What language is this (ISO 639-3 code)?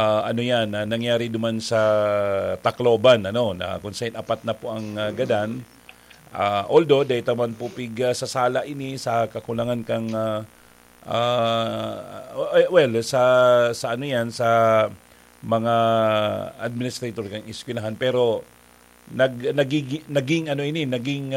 bik